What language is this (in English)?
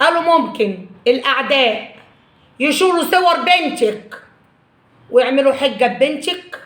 Egyptian Arabic